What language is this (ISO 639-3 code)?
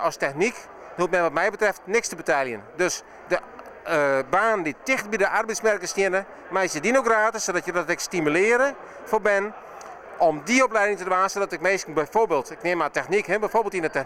fry